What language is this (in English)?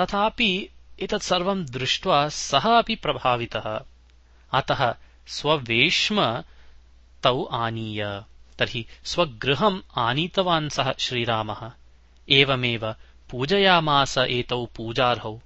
Sanskrit